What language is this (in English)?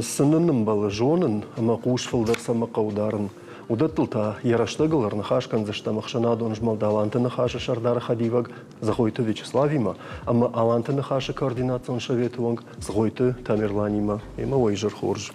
Ossetic